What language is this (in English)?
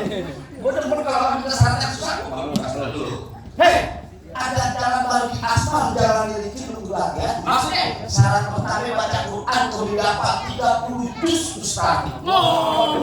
Betawi